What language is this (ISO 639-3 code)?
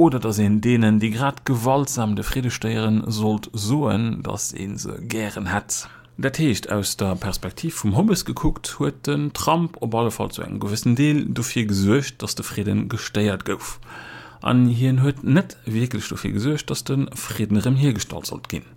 ltz